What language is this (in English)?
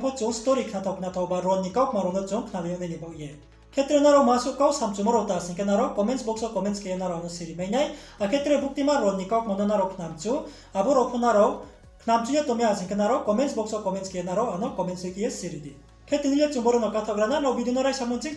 Riang (India)